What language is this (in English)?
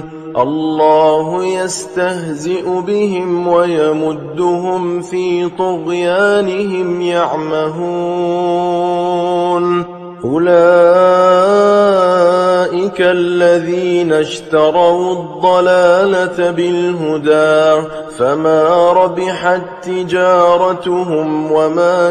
Arabic